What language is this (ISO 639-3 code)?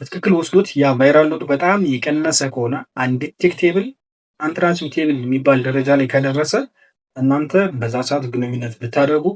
amh